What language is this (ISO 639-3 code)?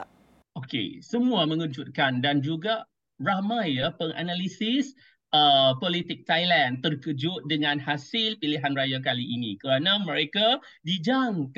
msa